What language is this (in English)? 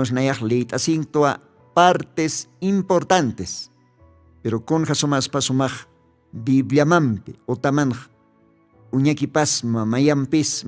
Aymara